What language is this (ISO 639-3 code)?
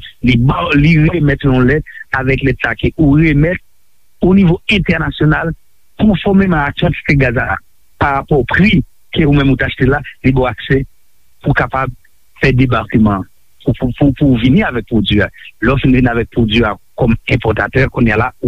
hat